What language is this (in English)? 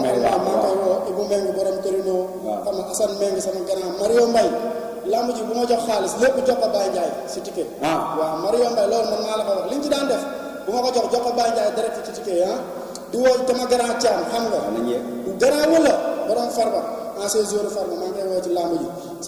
Wolof